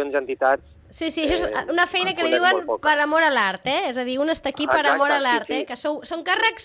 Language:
Catalan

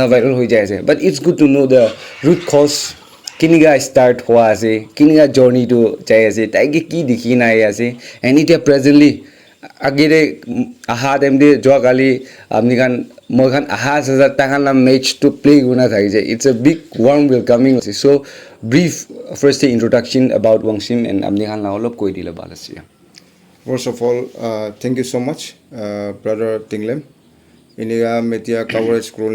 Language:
Naga Pidgin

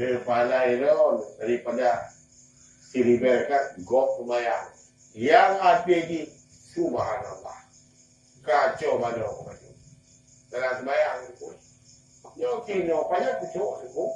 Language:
Achinese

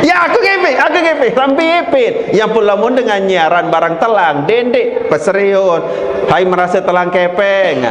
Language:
Sasak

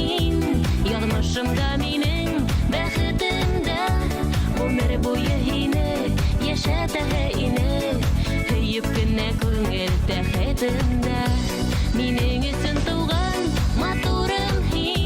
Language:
Bashkir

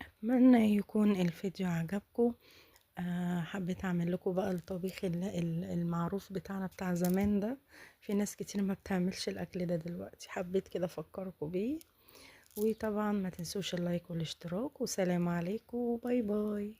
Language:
Egyptian Arabic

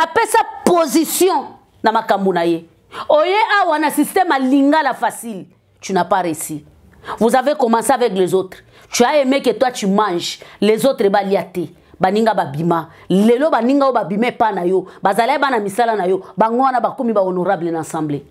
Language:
Lingala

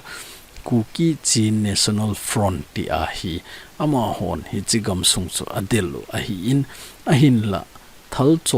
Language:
Thado Chin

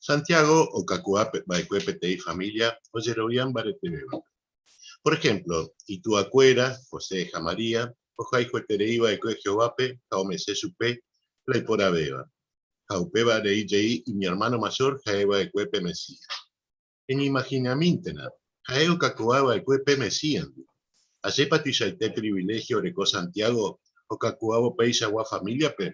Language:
Guarani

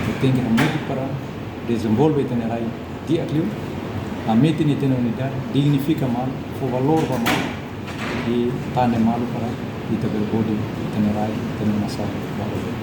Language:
Tetum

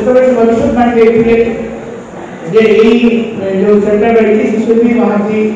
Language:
Odia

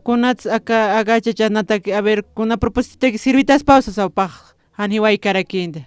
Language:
Aymara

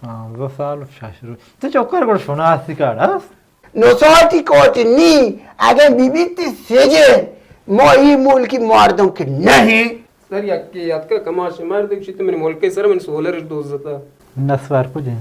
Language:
Baluchi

